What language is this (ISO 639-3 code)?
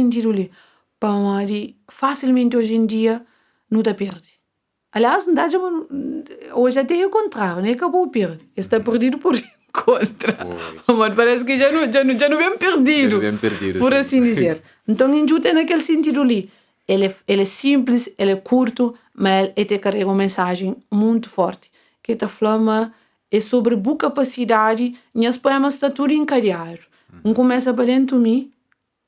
kea